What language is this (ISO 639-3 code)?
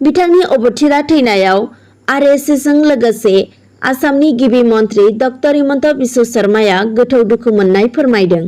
brx